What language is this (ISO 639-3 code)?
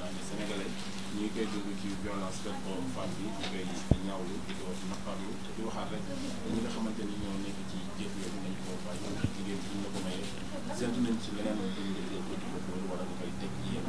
wol